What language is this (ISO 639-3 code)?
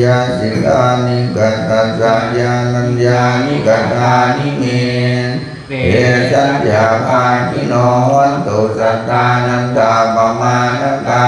pli